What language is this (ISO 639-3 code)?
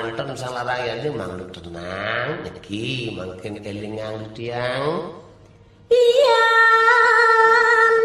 ban